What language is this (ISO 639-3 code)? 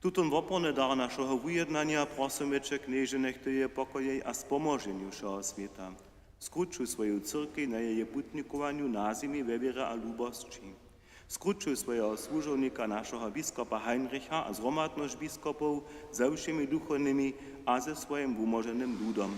hsb